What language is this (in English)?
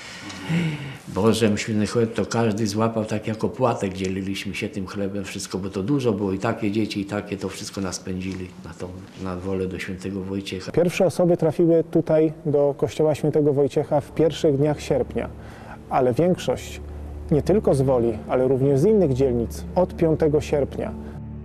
Polish